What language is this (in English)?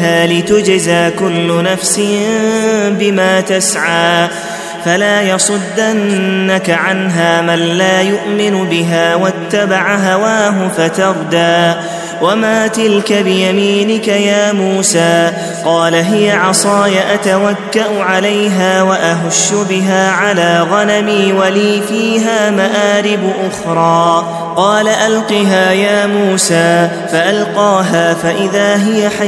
Arabic